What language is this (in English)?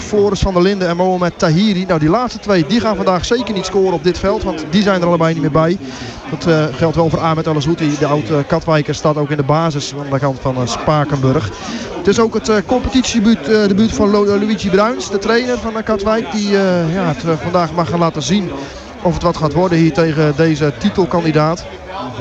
Dutch